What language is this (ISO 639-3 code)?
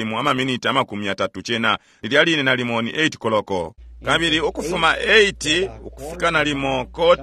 bem